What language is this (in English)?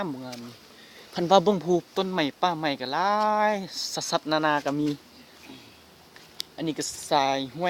Lao